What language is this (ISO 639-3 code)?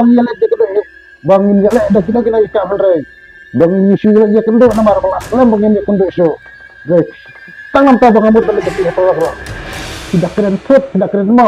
kha